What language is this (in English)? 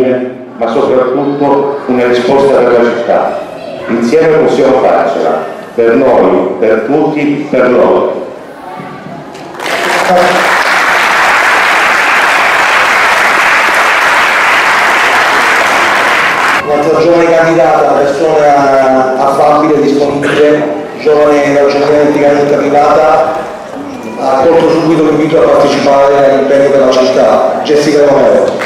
Italian